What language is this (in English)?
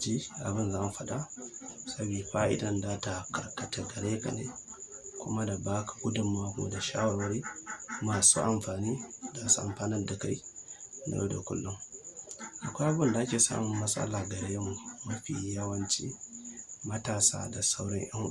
Hausa